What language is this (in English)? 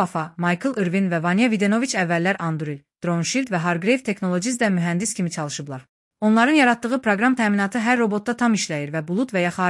Azerbaijani